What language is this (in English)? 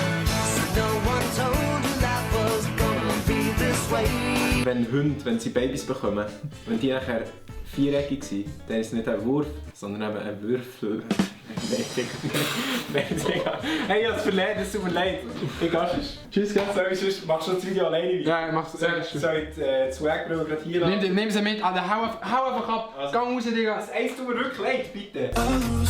Swiss German